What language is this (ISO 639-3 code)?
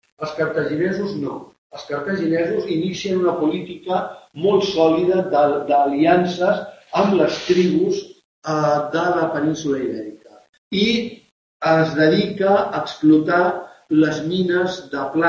cat